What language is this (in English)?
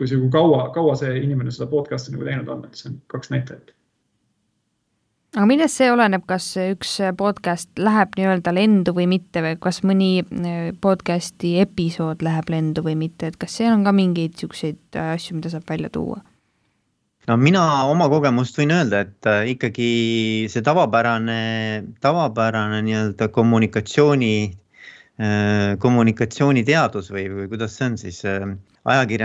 Estonian